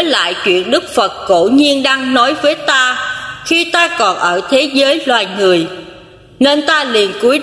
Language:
Vietnamese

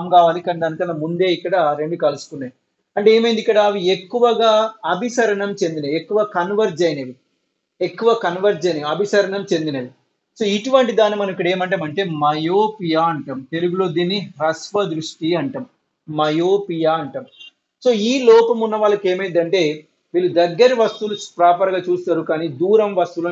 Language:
Telugu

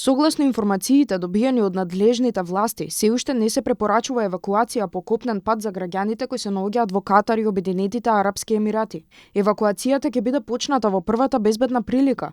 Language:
Macedonian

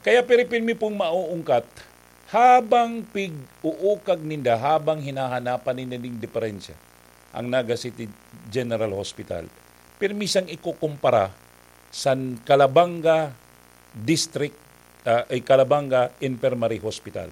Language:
Bikol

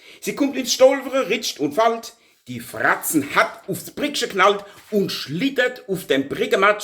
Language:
Palatine German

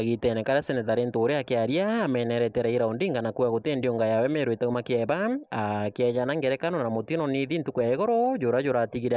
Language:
Meru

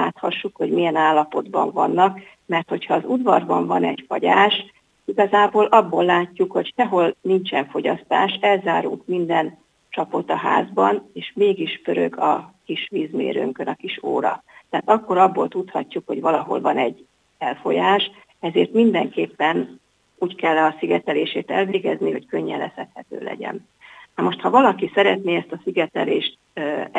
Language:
Hungarian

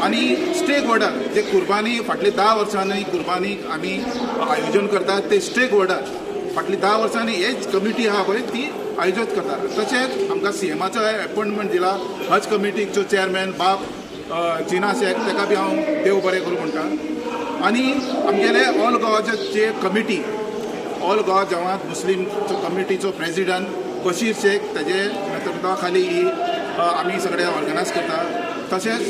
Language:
Konkani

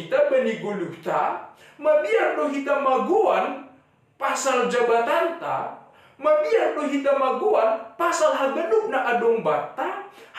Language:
Batak Simalungun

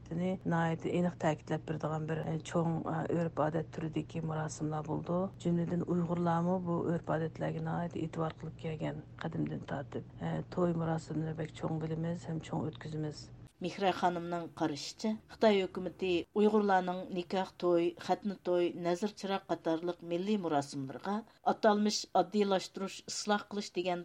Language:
Uyghur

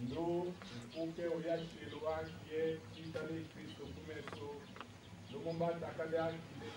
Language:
Tetela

